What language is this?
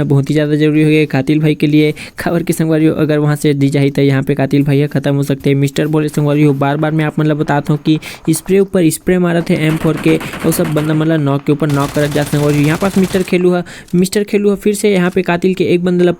Chhattisgarhi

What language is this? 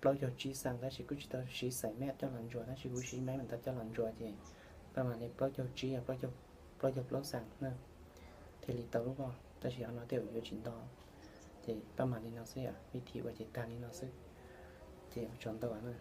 Hmong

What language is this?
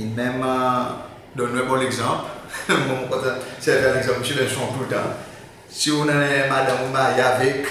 Seselwa Creole French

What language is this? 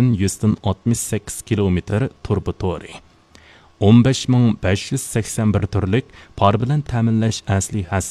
Uyghur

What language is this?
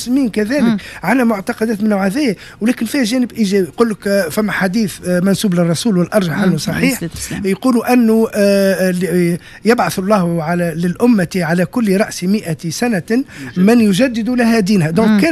Tunisian Arabic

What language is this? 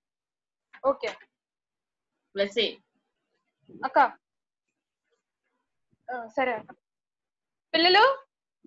Telugu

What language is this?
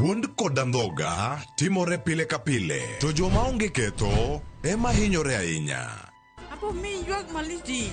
Luo (Kenya and Tanzania)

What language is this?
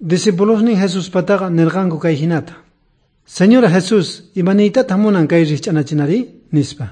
South Bolivian Quechua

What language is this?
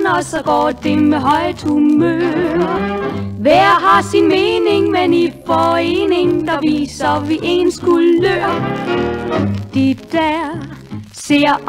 Danish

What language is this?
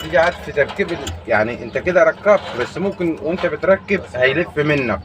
Egyptian Arabic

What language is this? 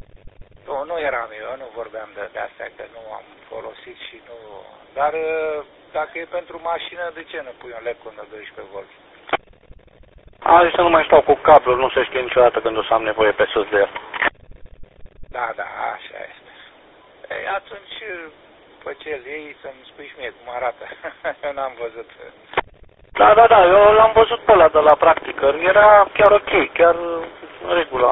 Romanian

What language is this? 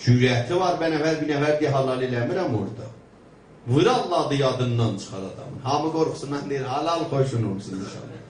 South Azerbaijani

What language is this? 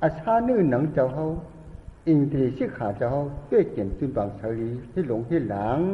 Shan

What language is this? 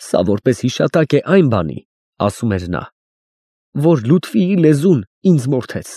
Armenian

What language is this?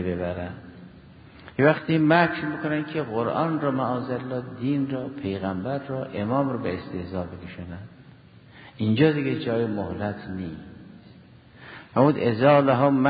Persian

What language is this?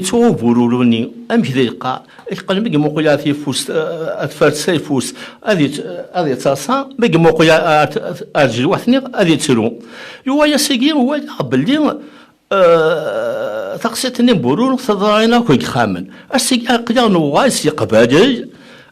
Kabyle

